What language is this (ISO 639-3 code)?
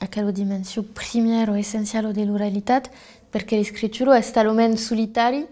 oci